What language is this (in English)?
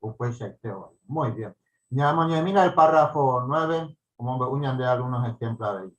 Guarani